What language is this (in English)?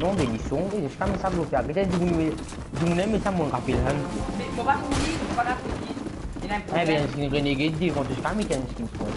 Morisyen